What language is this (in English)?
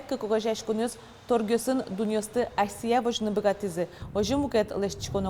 Udmurt